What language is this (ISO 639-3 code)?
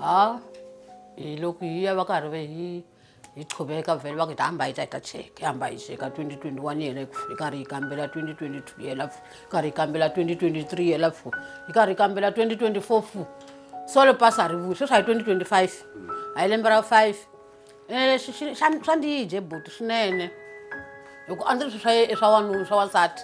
tso